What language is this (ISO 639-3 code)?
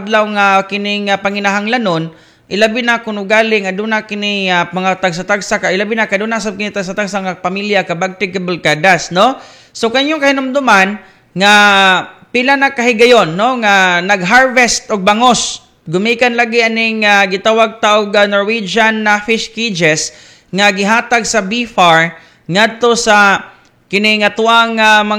ceb